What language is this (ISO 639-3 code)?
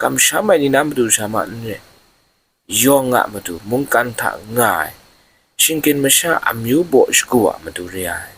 kac